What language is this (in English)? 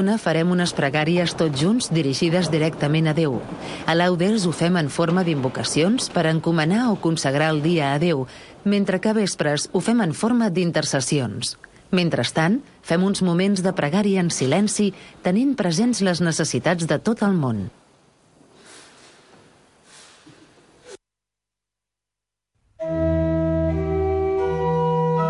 Catalan